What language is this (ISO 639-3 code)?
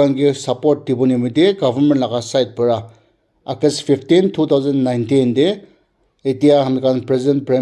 nag